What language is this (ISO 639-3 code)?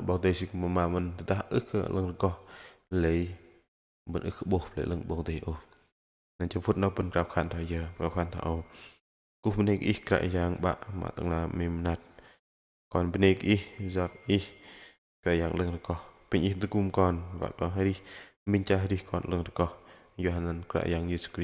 bdq